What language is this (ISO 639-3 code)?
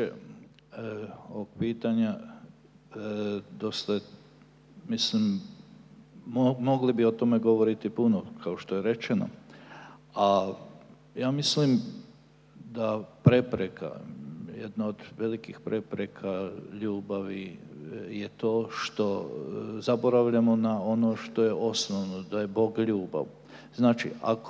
srp